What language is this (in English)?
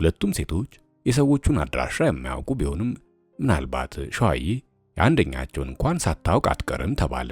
Amharic